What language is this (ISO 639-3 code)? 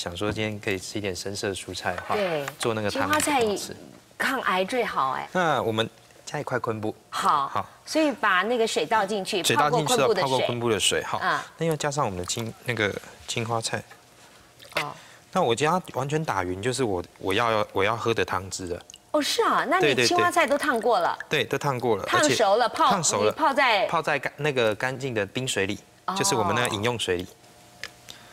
zho